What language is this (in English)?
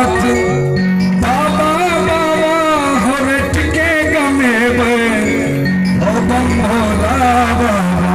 Maithili